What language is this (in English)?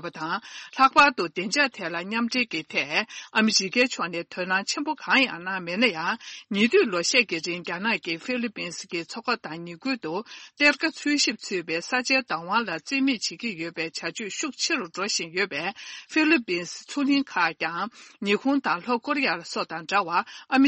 Tibetan